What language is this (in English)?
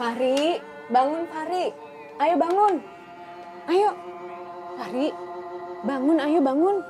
Banjar